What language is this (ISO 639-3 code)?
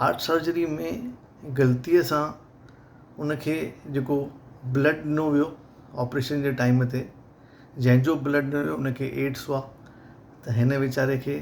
snd